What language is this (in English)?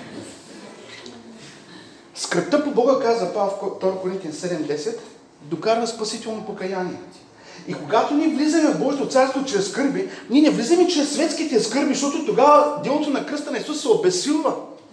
Bulgarian